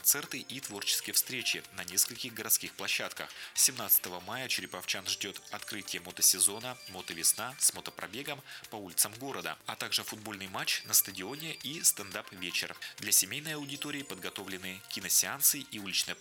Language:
Russian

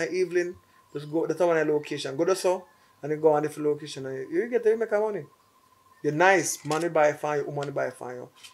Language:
Jamaican Creole English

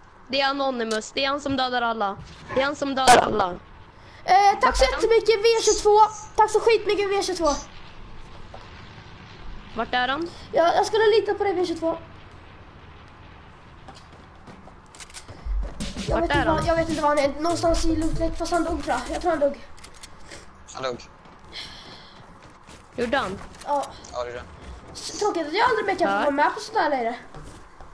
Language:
Swedish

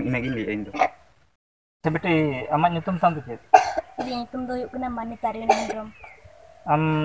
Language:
Santali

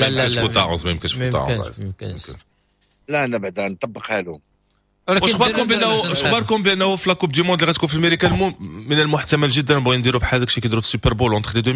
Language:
Moroccan Arabic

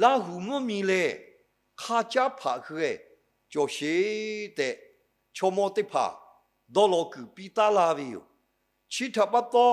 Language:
Lahu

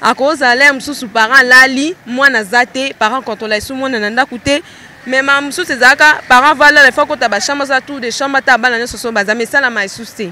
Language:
Lingala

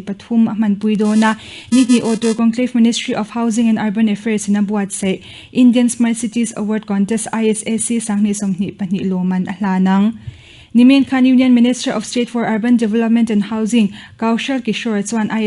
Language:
Mizo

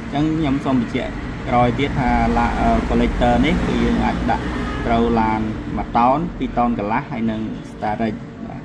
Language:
Khmer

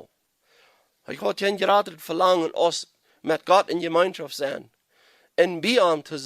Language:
Plautdietsch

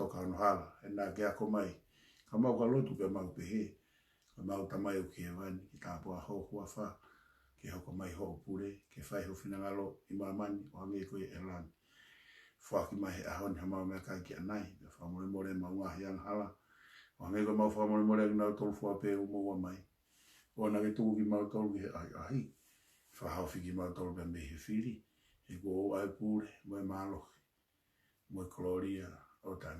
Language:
Tongan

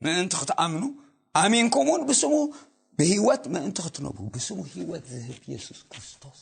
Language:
Tigrinya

